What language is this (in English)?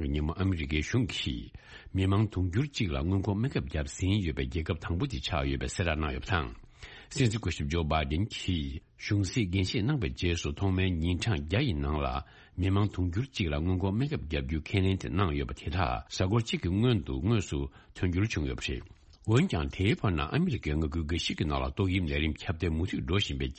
Tibetan